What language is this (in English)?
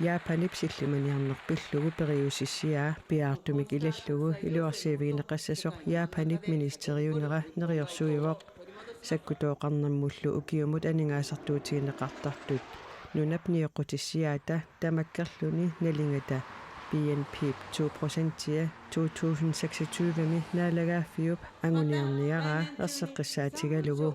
Kalaallisut